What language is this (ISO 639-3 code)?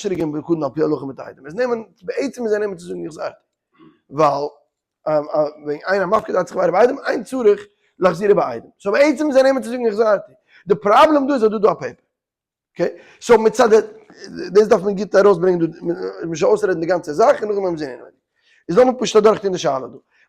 yid